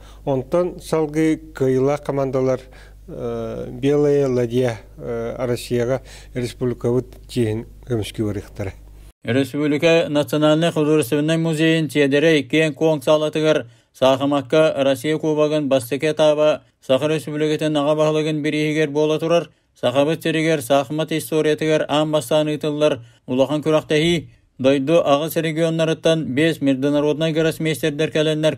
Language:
Yakut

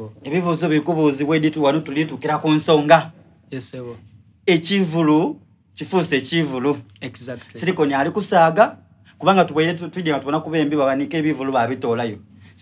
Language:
Soga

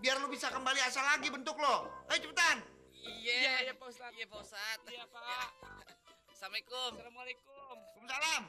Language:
Betawi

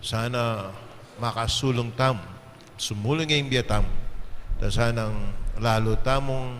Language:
Pampanga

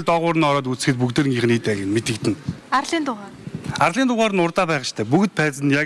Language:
Mongolian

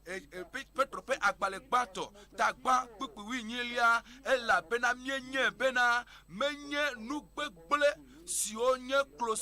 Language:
Ewe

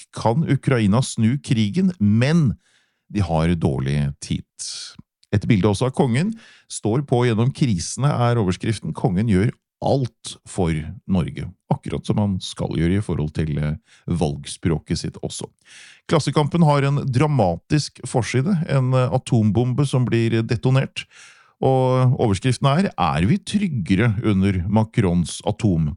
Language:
Norwegian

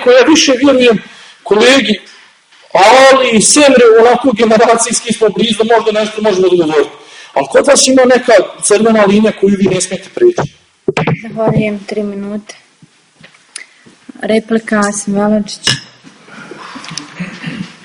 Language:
Bosnian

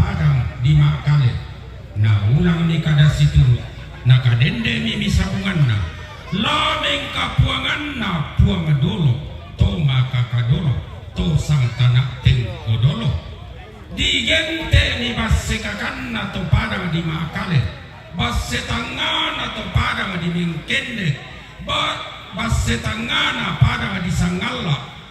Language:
Toraja-Sa'dan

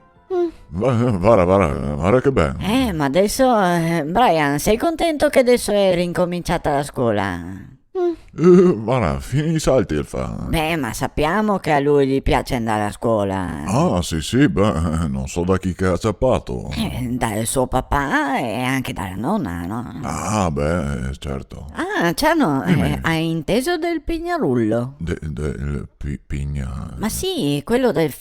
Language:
Venetian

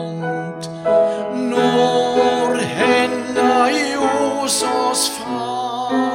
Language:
Norwegian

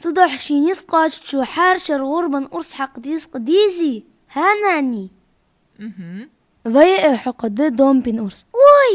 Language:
Ingush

